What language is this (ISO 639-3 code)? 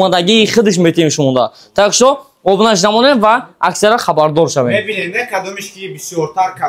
tgk